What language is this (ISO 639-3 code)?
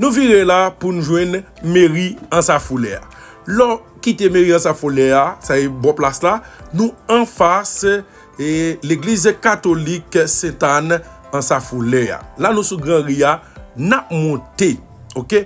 hat